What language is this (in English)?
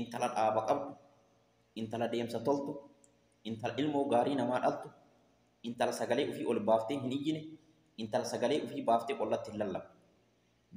Oromo